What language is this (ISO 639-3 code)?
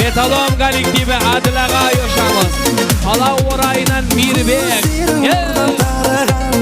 kaa